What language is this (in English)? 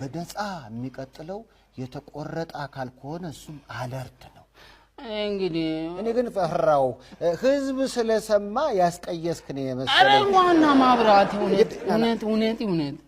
Amharic